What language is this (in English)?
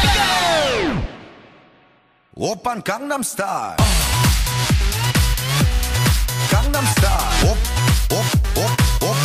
Korean